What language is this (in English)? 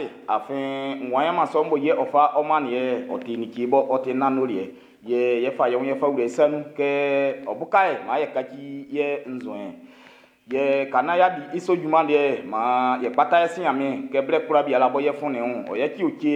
Baoulé